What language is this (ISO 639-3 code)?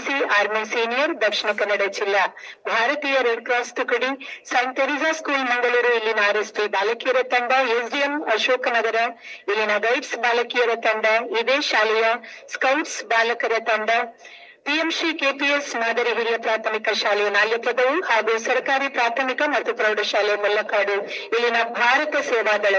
kan